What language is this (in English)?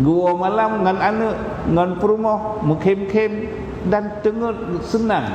Achinese